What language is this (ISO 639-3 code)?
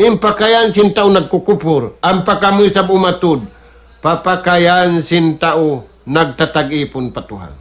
tsg